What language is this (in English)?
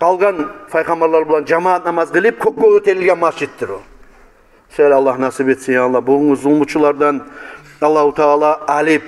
Kumyk